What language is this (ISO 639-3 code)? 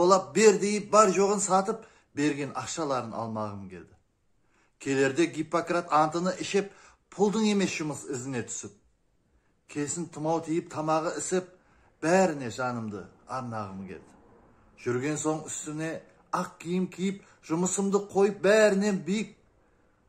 kaa